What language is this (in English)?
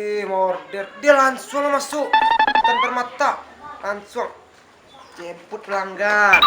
Minangkabau